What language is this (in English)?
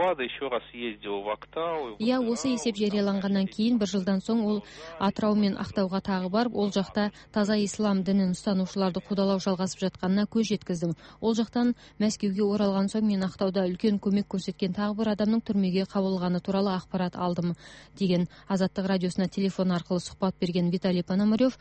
Kazakh